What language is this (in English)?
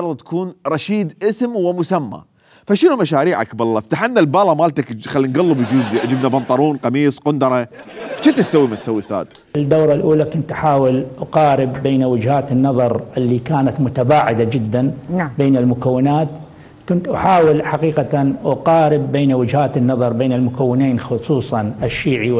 Mesopotamian Arabic